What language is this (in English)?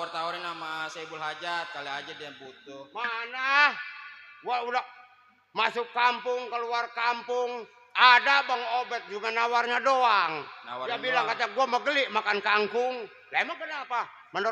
Betawi